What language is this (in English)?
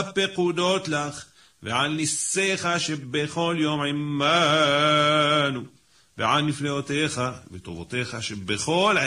Hebrew